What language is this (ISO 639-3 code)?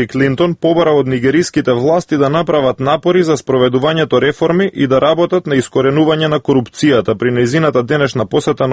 mkd